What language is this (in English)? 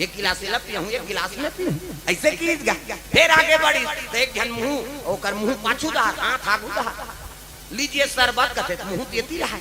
Chhattisgarhi